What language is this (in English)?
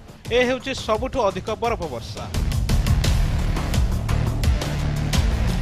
Odia